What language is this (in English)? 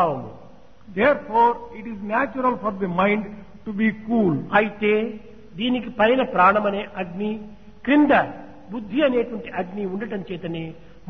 Telugu